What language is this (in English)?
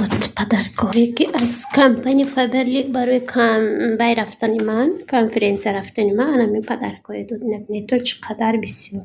Tajik